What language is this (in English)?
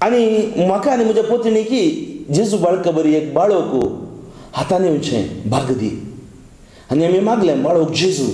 Konkani